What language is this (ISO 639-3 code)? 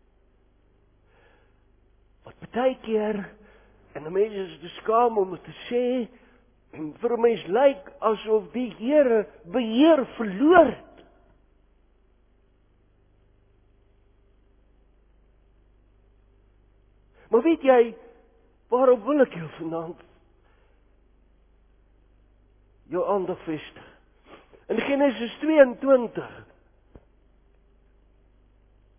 afr